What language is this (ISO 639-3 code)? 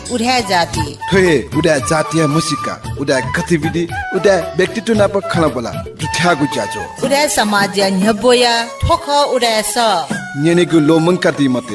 new